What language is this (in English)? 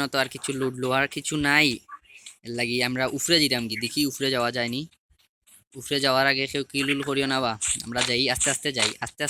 Sylheti